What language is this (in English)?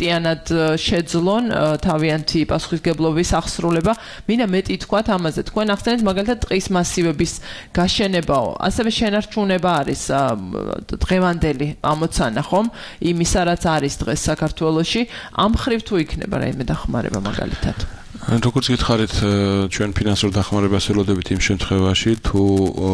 Georgian